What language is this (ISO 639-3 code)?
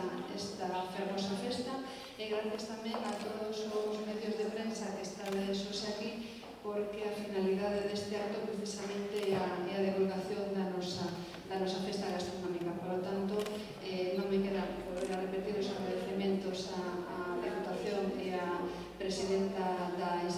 glg